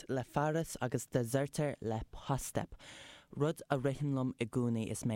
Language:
Irish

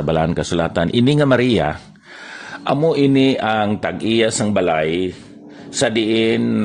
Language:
Hiligaynon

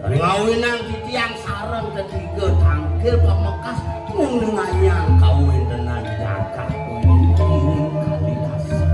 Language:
Balinese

